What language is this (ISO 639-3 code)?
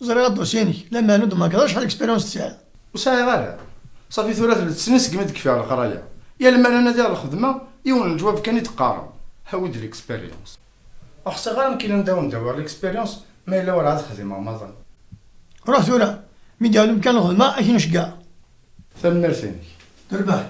kab